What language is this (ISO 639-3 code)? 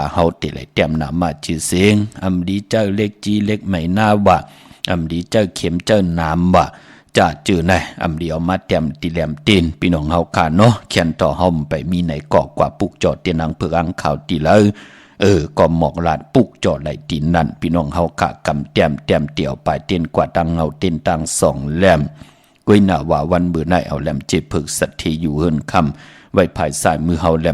shn